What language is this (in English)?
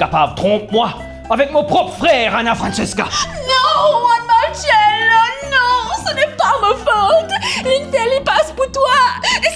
Morisyen